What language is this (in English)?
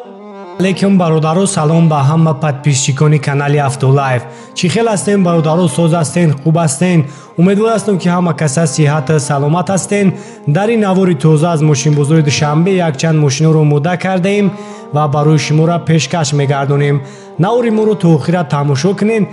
Tajik